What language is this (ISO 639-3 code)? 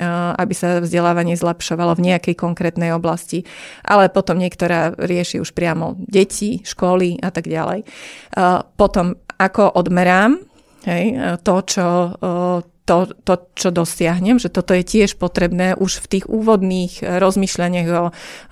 slk